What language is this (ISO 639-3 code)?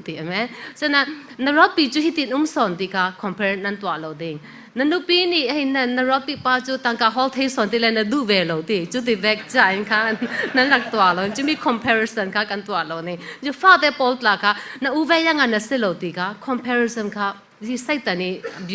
cfm